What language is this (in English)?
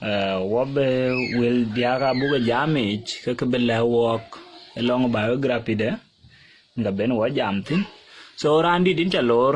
Dinka